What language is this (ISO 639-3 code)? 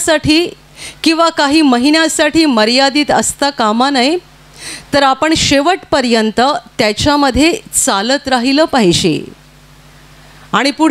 mar